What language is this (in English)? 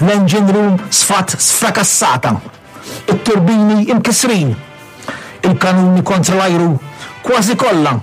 Maltese